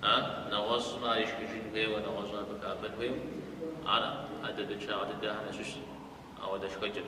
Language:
Kabardian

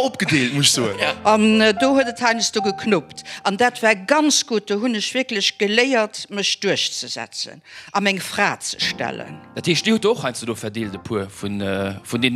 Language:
Luxembourgish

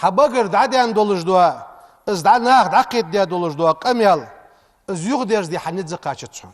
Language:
Ingush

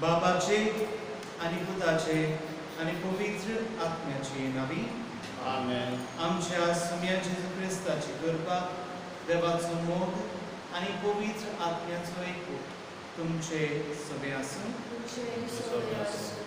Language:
Konkani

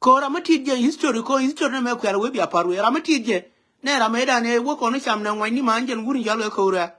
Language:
Nuer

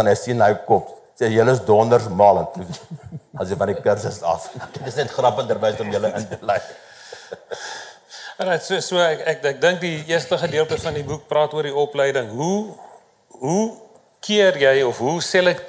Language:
Afrikaans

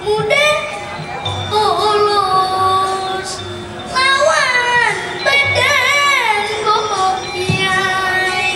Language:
Banjar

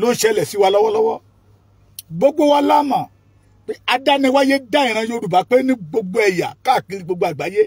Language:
Yoruba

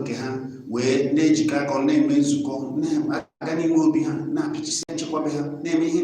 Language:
Igbo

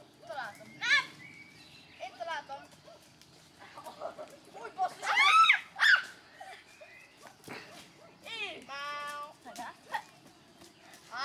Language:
Hungarian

